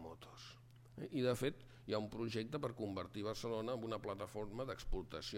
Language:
Catalan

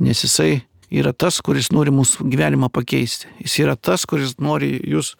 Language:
Lithuanian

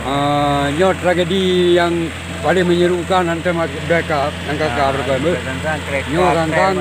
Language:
Achinese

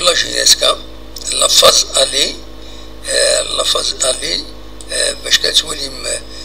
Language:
Kabyle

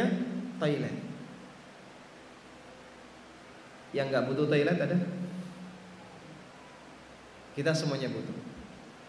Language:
Indonesian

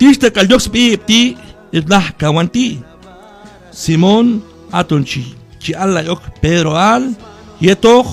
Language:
Q'anjob'al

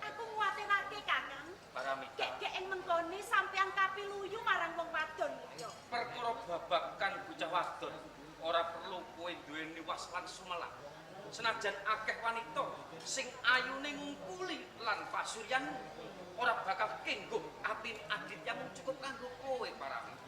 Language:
Javanese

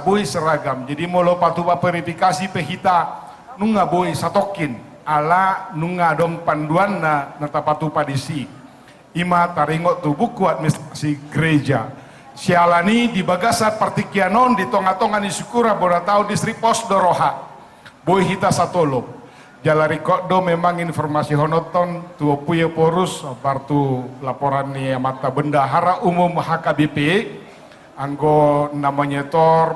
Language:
Batak Toba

